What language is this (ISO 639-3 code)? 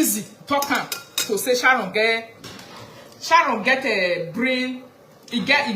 pcm